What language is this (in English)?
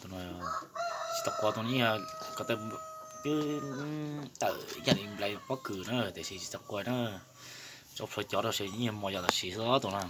Hmong